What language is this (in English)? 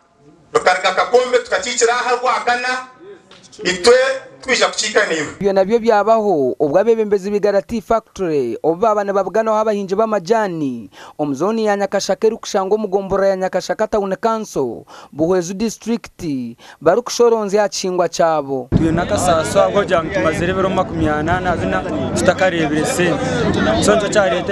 Nyankole